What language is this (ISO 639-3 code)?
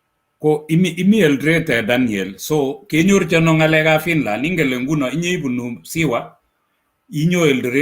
kln